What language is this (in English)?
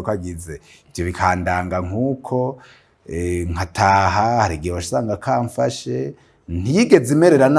Rundi